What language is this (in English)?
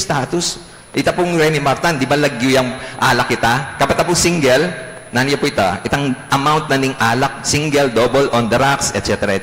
Pampanga